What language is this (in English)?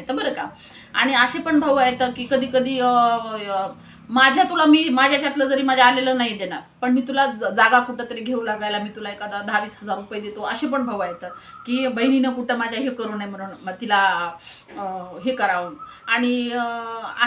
Marathi